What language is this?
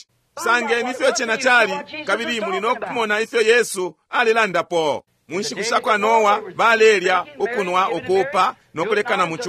Bemba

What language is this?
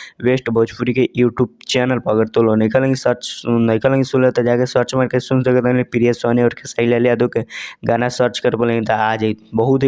Bhojpuri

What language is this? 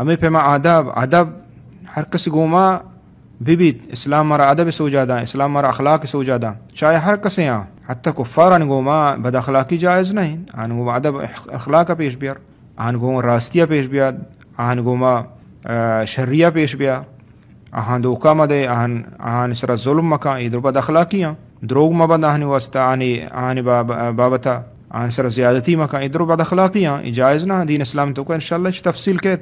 Eastern Balochi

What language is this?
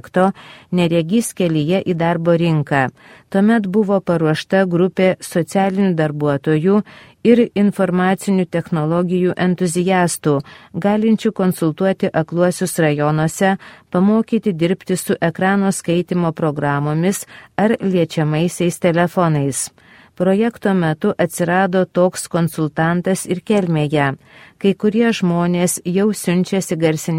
Lithuanian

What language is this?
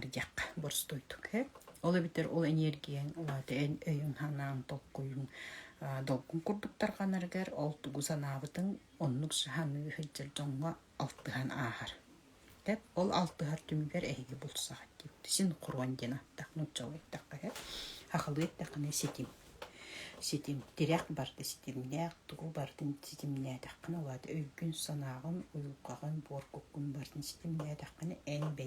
Yakut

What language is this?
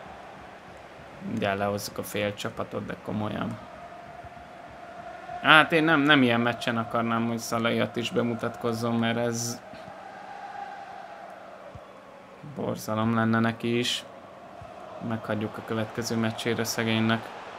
Hungarian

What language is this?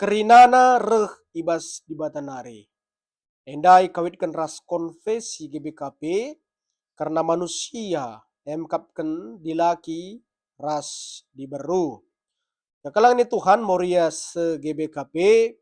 Batak Karo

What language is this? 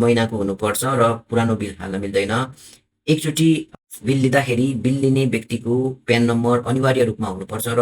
Nepali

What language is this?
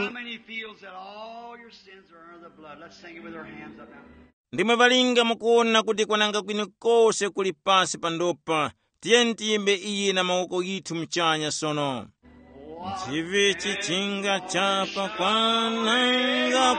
Tumbuka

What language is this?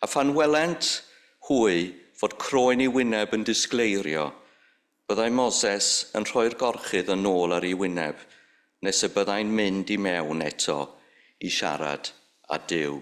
Welsh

